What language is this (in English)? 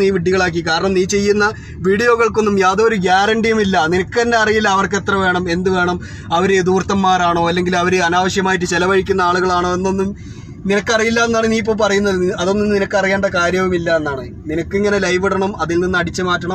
Malayalam